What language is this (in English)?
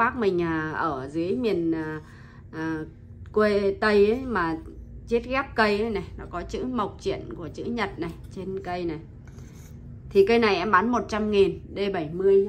Vietnamese